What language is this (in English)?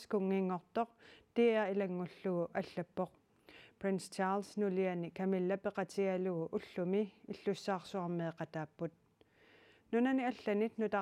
Kalaallisut